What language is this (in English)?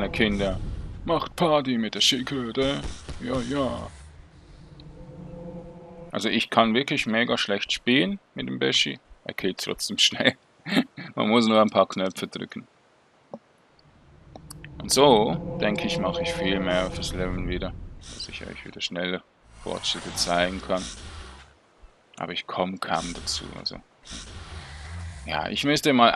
German